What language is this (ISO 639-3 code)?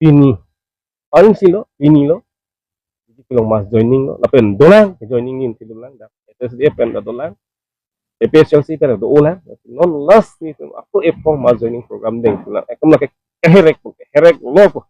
mjw